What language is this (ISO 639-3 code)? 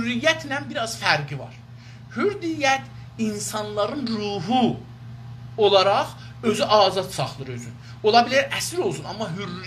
azb